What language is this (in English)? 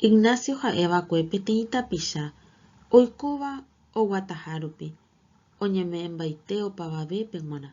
Guarani